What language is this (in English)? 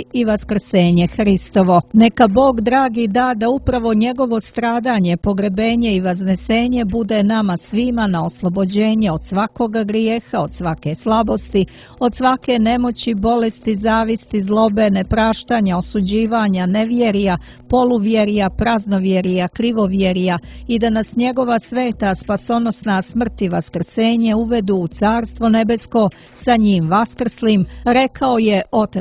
Serbian